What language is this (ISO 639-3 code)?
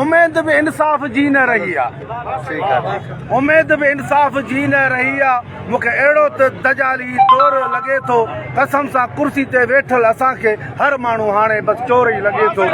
snd